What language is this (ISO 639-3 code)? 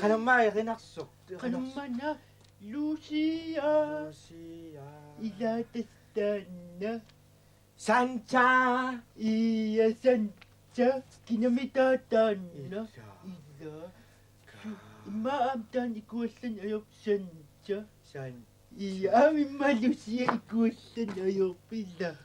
kal